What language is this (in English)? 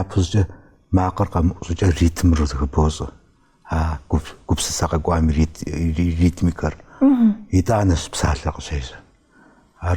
Kabardian